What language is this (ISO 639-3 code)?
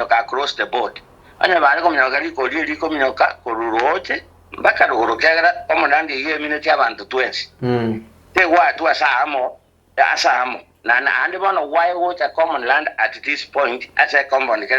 guz